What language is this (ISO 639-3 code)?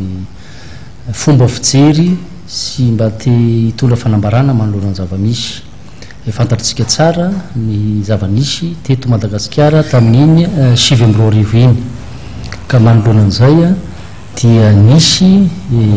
mlg